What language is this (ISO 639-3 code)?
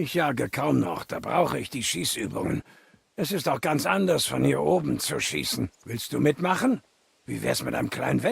bar